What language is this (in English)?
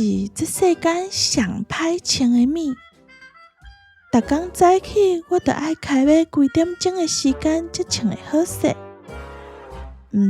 Min Nan Chinese